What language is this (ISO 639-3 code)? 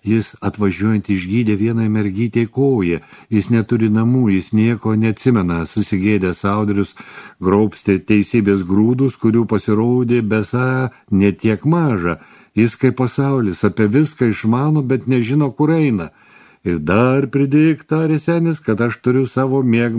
lit